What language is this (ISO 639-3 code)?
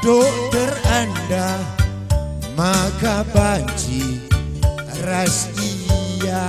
btx